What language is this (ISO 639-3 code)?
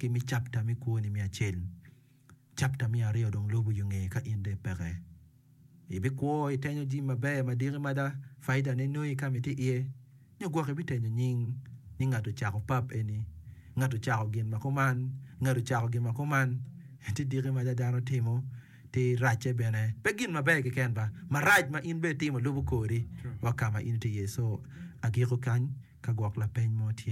ach